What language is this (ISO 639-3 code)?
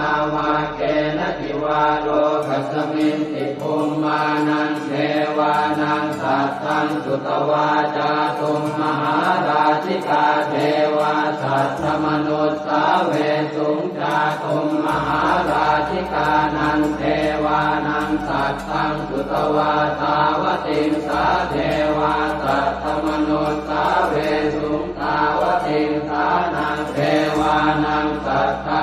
pli